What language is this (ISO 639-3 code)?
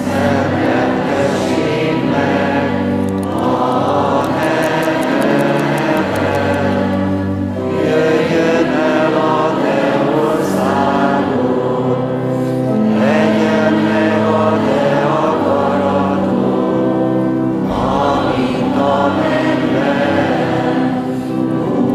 hun